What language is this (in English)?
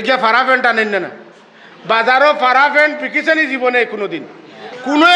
Sylheti